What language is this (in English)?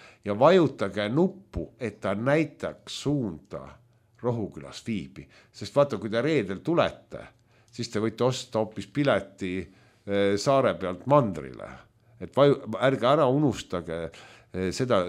Estonian